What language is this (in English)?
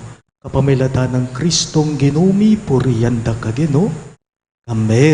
Pampanga